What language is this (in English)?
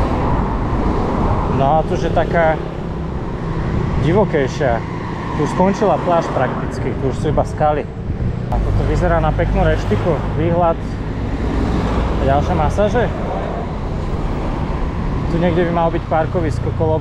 Slovak